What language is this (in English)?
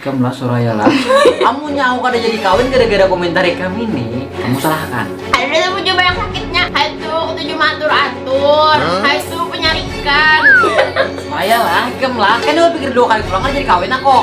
Banjar